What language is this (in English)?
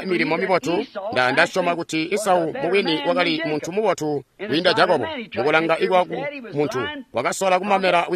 Tonga (Zambia)